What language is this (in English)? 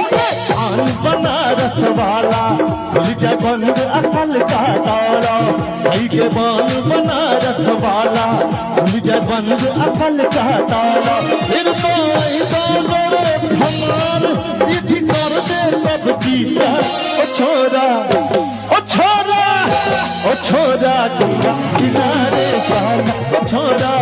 Maithili